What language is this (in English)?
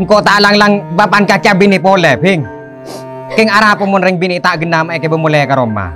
Madurese